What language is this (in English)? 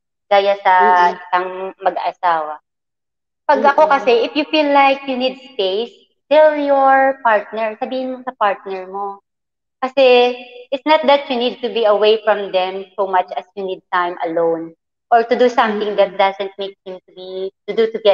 Filipino